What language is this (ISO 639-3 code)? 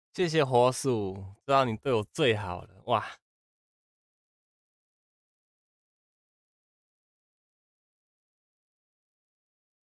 zho